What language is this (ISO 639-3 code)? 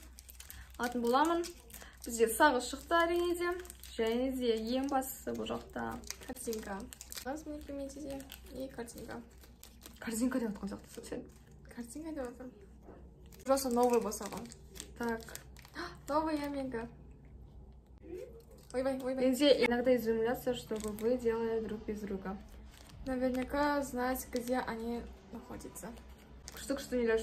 kaz